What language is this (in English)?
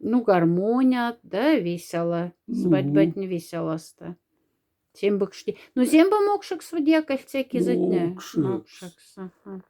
Moksha